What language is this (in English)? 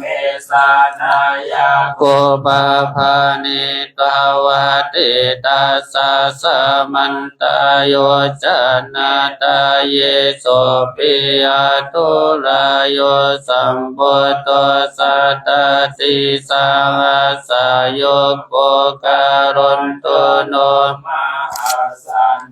Pali